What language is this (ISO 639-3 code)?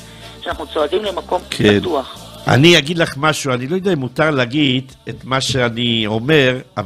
heb